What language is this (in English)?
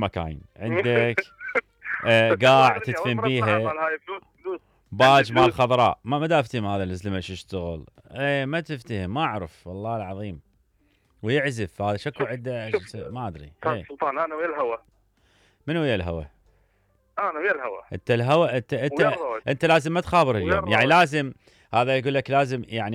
Mesopotamian Arabic